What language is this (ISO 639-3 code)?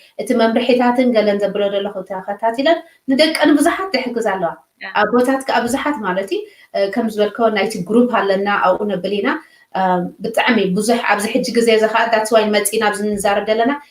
tir